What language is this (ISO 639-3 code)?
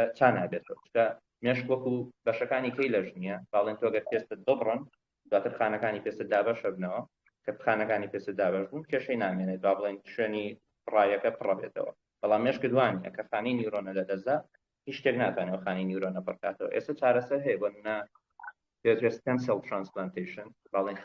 ckb